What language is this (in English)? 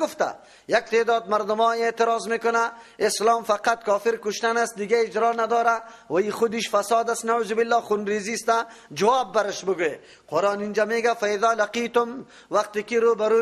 Persian